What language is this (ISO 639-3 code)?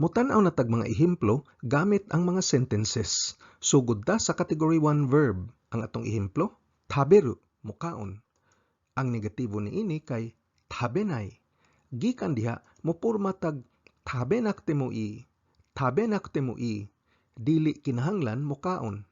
ceb